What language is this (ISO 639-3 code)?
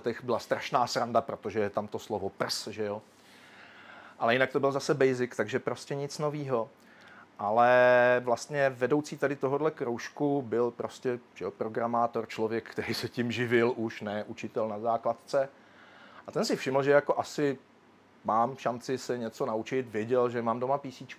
ces